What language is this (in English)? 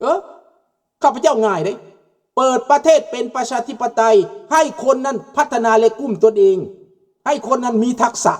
Lao